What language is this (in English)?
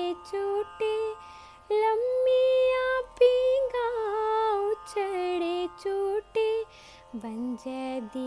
Dogri